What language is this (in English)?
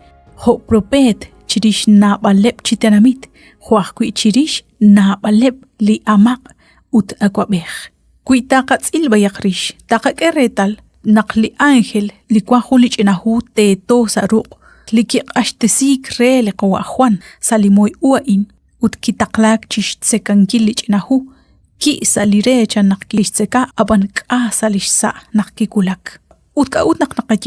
Kekchí